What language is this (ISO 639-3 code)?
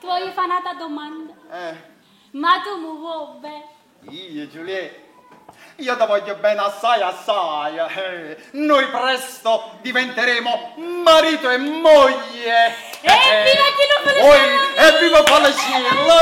nap